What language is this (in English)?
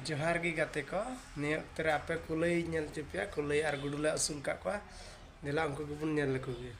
Santali